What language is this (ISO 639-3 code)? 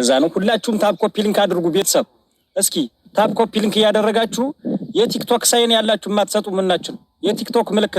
amh